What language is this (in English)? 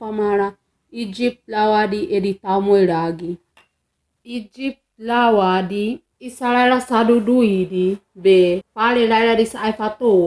Wagawaga